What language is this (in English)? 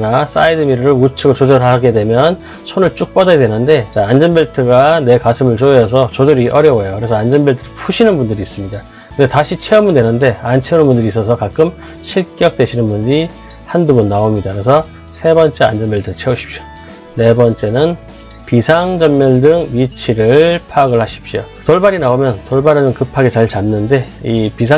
Korean